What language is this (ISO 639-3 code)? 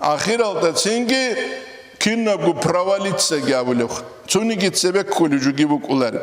ava